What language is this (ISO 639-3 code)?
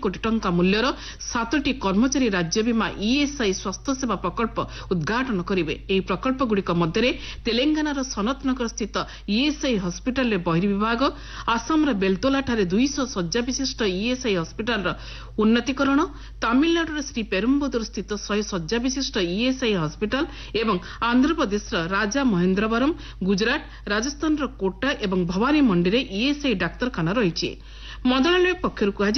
ori